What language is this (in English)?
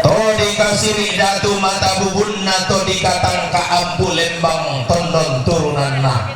Toraja-Sa'dan